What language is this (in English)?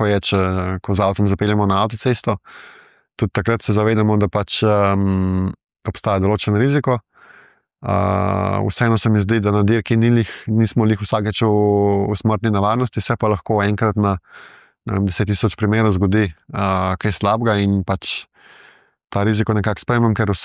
Slovenian